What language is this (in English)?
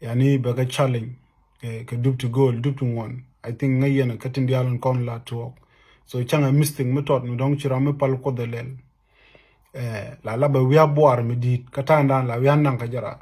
Nuer